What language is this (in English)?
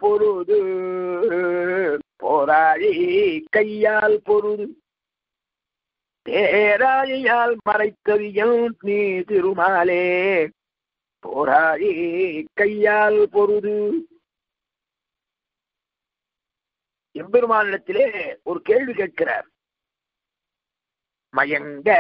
Tamil